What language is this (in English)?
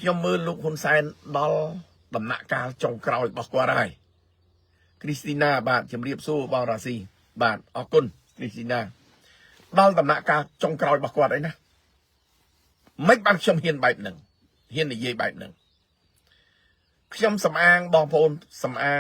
Khmer